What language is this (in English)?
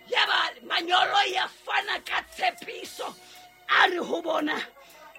Southern Sotho